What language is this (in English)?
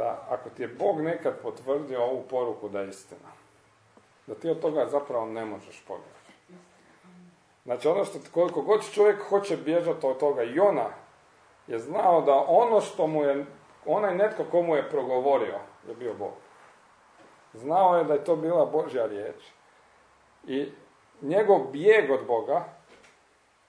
Croatian